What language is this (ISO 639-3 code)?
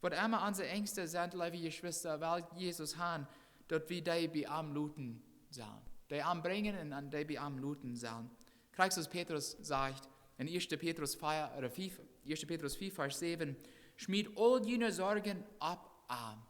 pdt